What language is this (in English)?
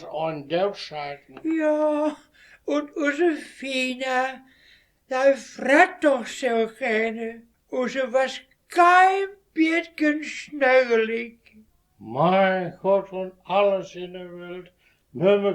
Westphalien